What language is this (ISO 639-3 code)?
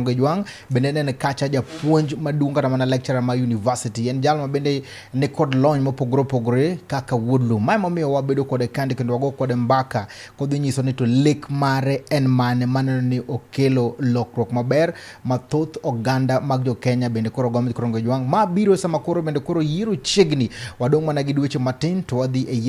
luo